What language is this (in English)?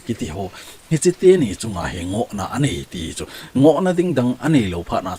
Thado Chin